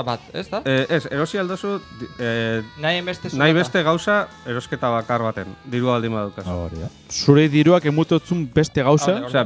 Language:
Basque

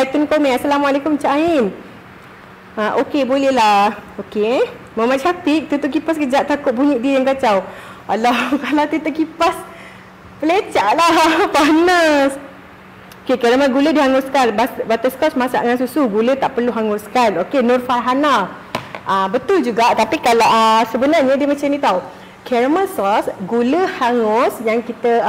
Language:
Malay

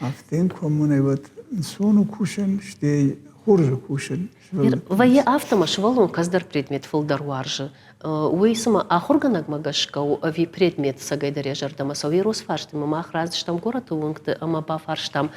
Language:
Ossetic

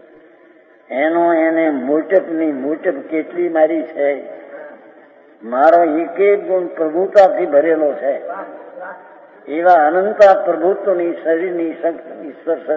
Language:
Gujarati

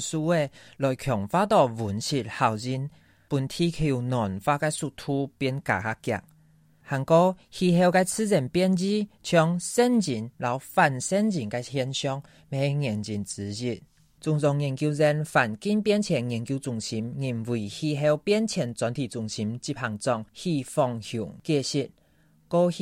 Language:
Hakka Chinese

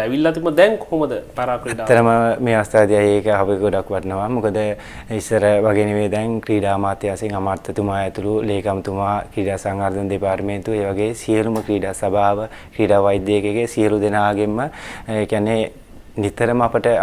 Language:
Sinhala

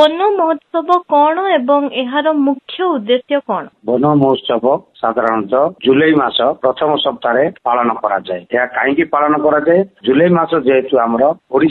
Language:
Odia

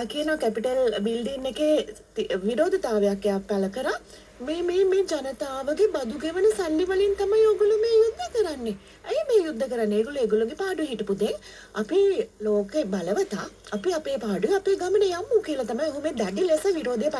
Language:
Sinhala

